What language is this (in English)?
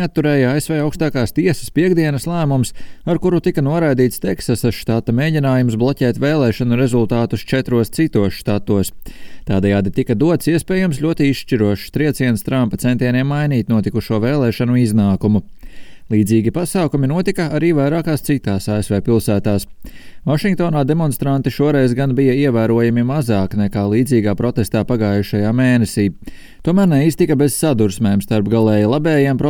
Latvian